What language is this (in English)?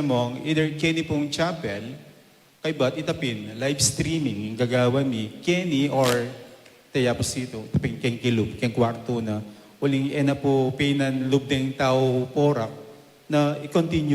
Pampanga